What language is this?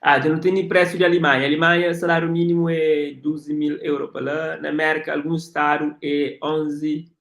Kabuverdianu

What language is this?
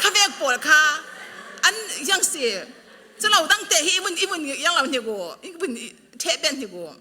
Falam Chin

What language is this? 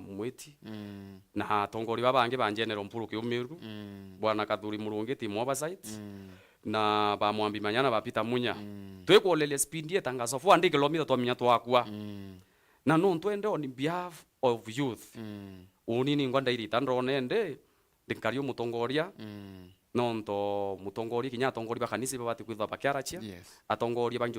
Meru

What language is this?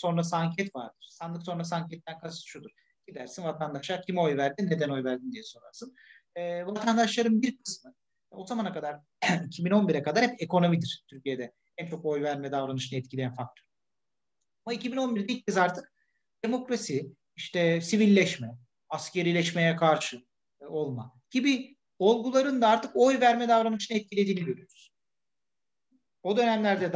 Turkish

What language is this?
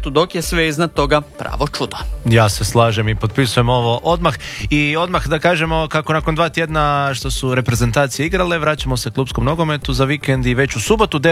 Croatian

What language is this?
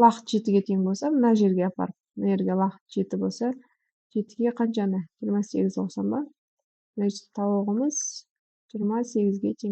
Kazakh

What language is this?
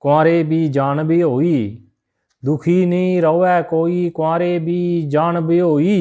Dogri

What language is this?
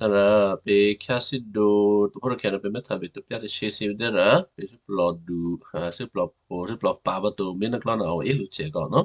Western Kayah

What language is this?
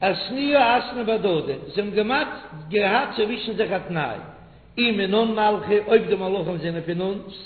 Yiddish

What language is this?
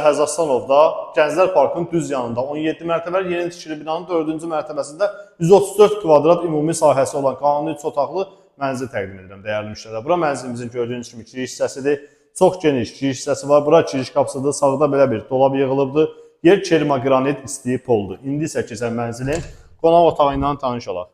Azerbaijani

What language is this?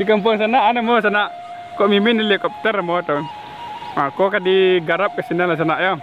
Minangkabau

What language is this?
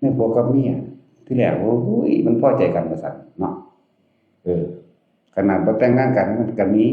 Northeastern Thai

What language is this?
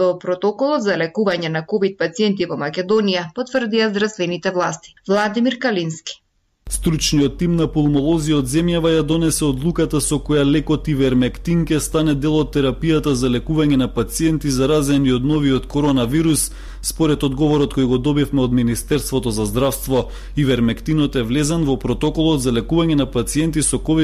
Macedonian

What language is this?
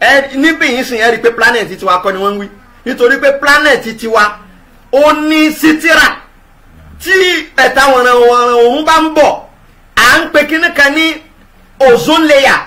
Yoruba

